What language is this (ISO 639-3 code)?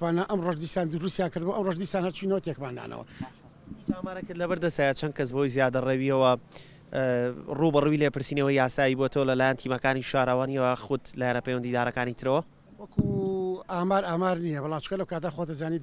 ckb